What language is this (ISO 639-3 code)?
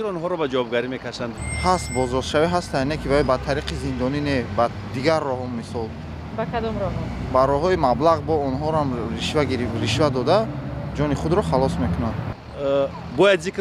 tgk